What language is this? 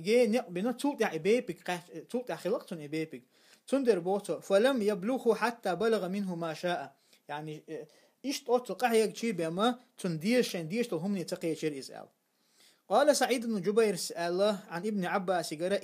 Chechen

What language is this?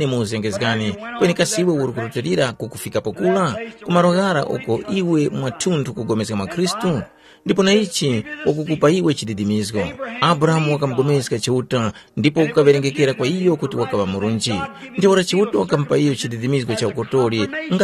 Tumbuka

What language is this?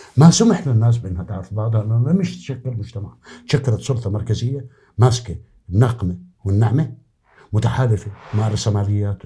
North Levantine Arabic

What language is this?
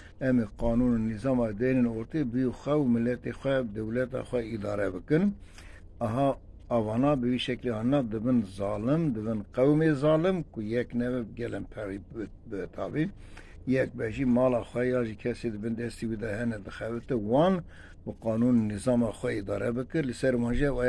Kurdish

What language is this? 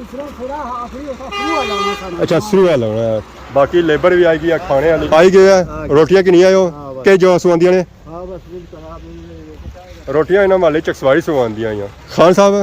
Pahari-Potwari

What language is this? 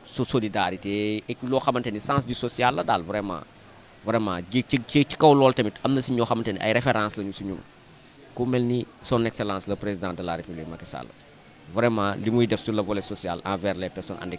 Wolof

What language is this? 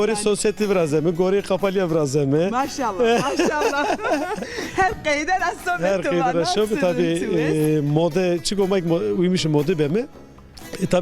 Zaza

